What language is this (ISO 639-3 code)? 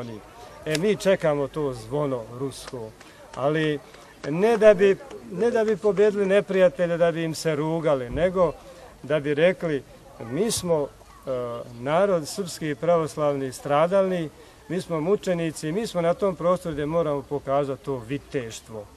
bos